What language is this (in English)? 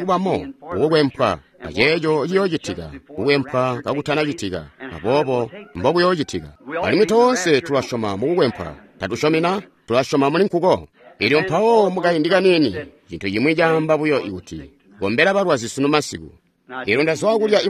Tonga (Zambia)